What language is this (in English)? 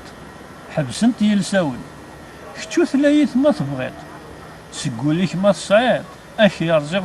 Kabyle